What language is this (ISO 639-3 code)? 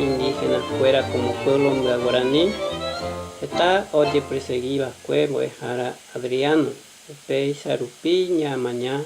grn